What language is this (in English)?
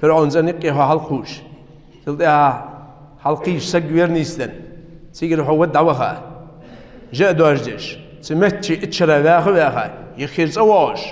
Ingush